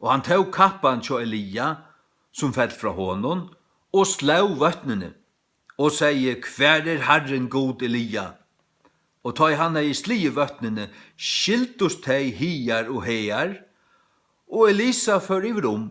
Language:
Faroese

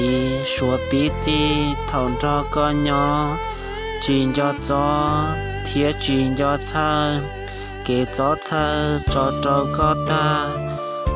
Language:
Hmong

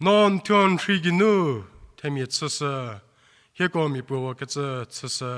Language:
Angami Naga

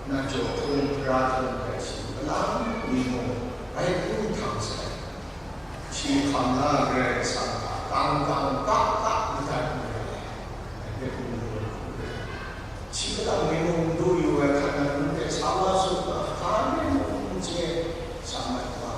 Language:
Kachin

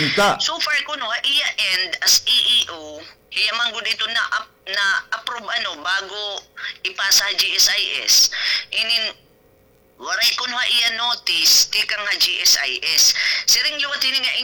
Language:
Waray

